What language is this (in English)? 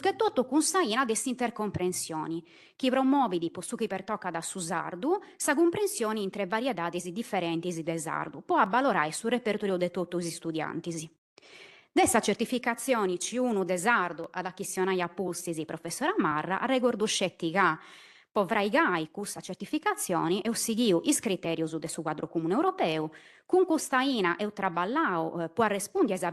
Sardinian